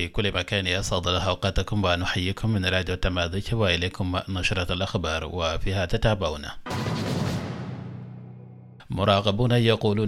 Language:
Arabic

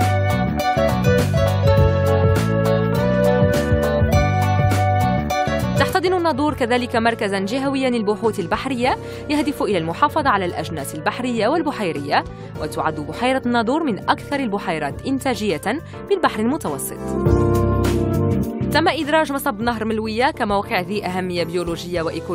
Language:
Arabic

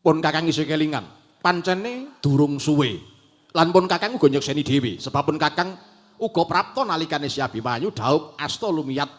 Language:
Javanese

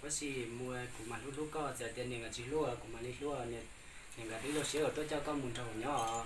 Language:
Hmong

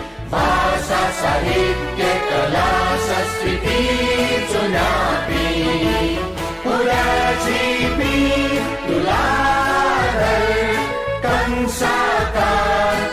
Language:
Newari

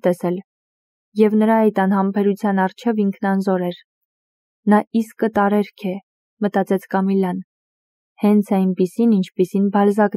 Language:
Armenian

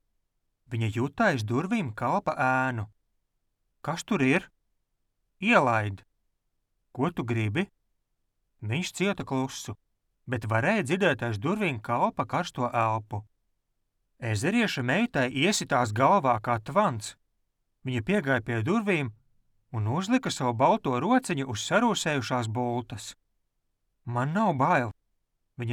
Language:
Latvian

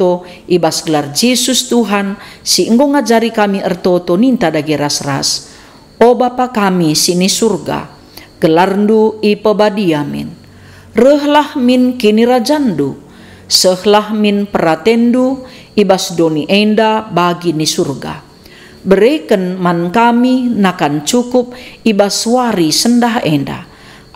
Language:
Batak Karo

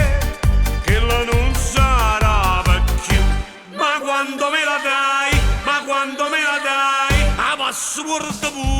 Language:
Neapolitan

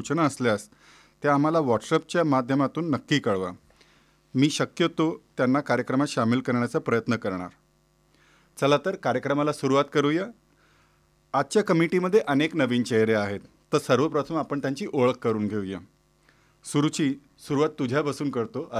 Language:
Marathi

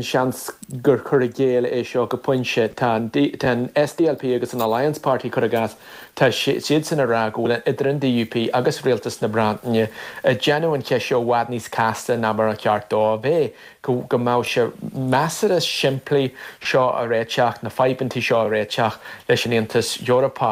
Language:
Irish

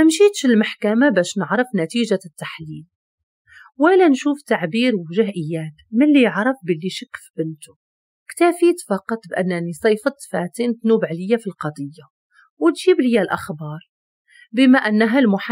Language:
Moroccan Arabic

